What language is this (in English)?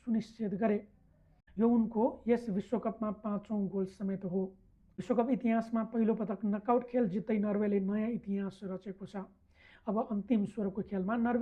Nepali